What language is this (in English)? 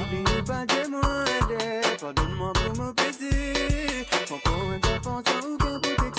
Morisyen